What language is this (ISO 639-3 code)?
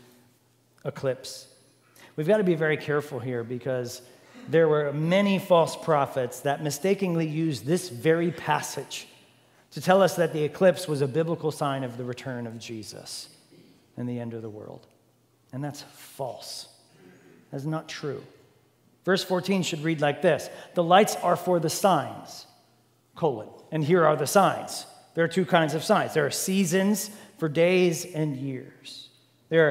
eng